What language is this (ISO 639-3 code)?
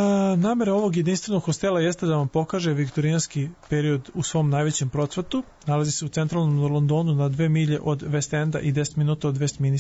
srp